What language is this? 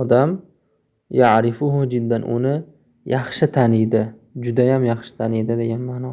Uzbek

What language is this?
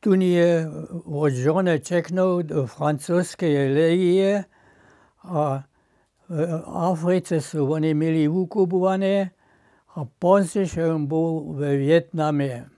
Upper Sorbian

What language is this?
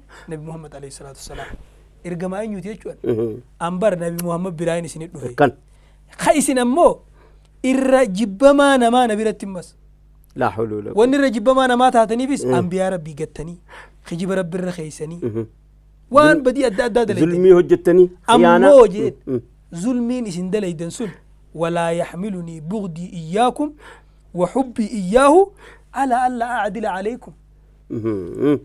Oromo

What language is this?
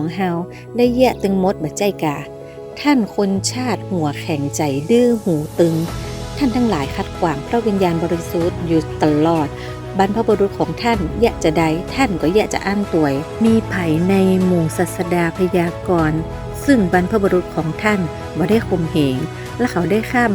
Northern Thai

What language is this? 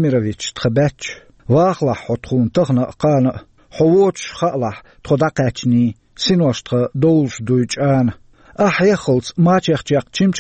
Chechen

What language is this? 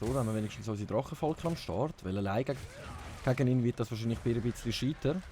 Swiss German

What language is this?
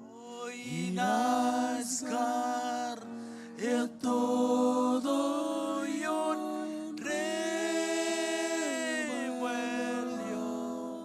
Marshallese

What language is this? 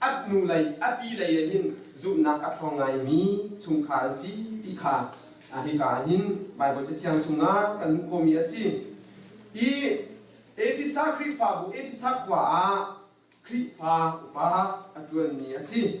Hakha Chin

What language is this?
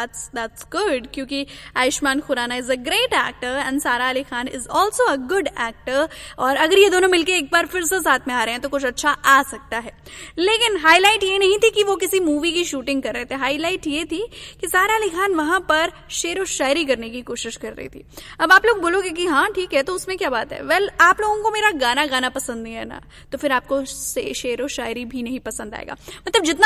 Hindi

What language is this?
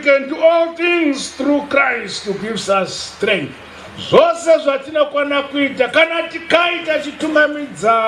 Shona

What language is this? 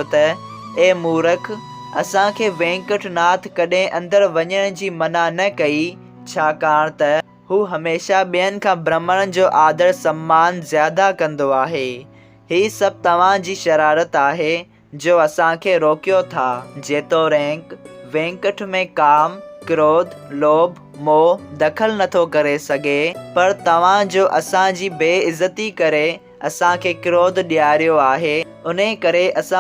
Sindhi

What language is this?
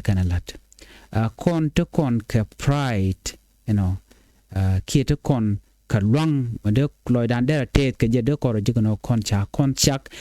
Nuer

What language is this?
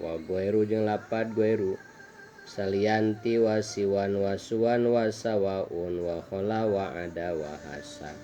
Sundanese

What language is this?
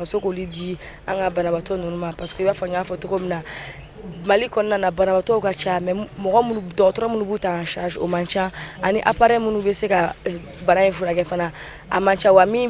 Bambara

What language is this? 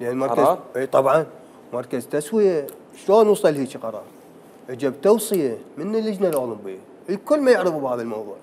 Mesopotamian Arabic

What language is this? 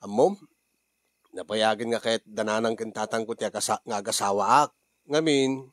Iloko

